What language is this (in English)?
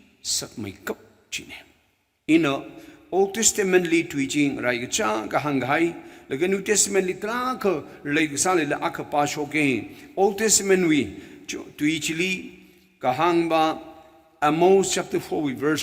Tangkhul Naga (India)